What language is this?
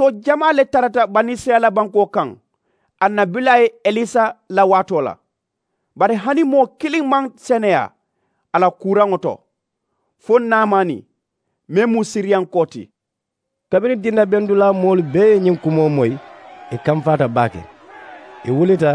Mandingo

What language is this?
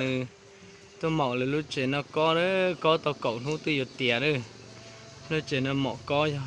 Hmong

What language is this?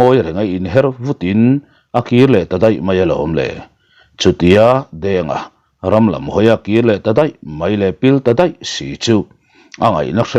Mizo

